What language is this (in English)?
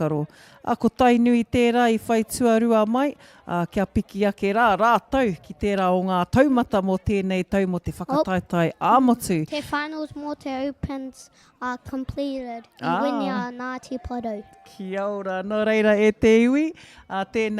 Māori